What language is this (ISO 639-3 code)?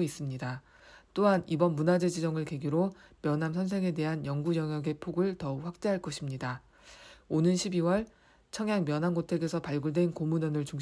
kor